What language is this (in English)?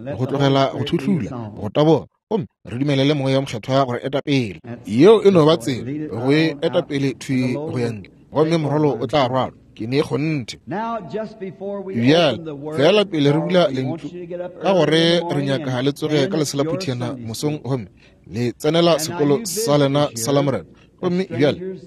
Northern Sotho